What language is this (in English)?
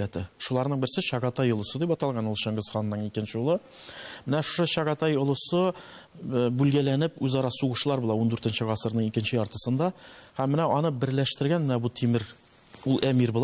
Tatar